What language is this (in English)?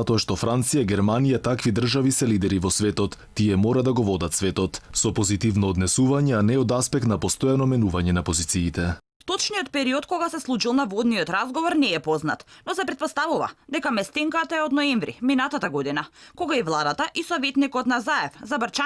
Macedonian